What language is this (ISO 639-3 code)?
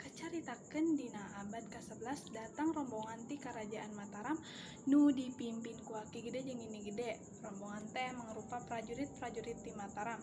sun